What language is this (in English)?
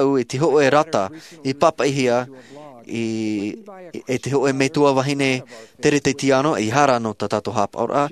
Tahitian